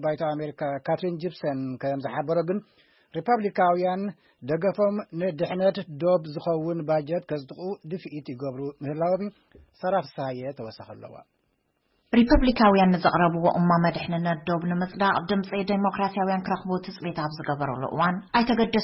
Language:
Tigrinya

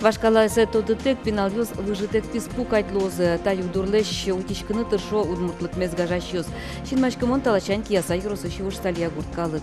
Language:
Udmurt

